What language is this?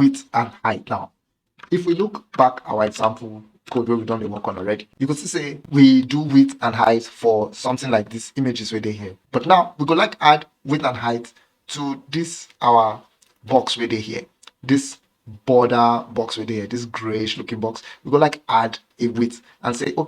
Nigerian Pidgin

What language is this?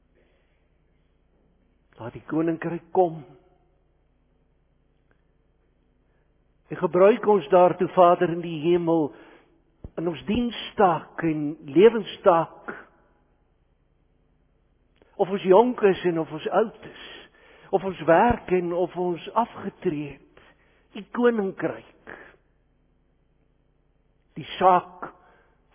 Afrikaans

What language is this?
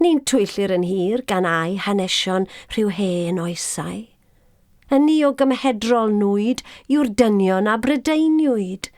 Welsh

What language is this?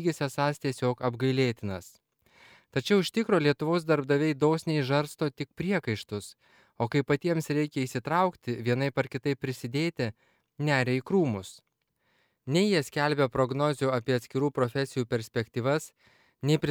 Lithuanian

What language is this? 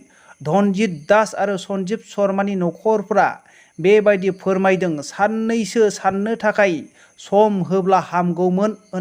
Bodo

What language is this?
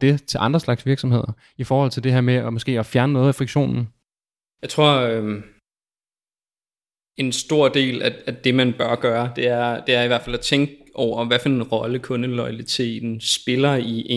Danish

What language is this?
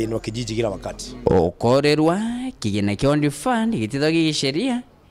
Meru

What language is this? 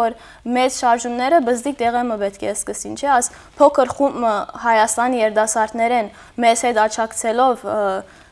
Western Armenian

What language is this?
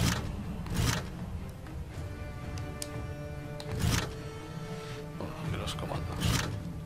Spanish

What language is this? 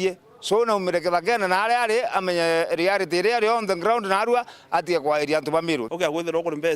Meru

